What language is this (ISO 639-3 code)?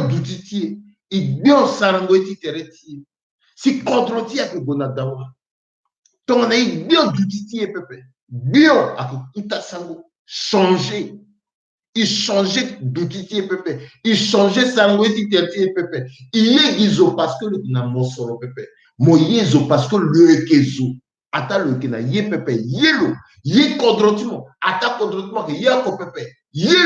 sag